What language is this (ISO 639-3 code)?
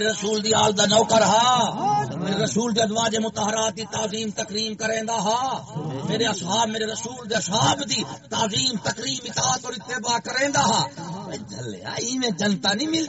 skr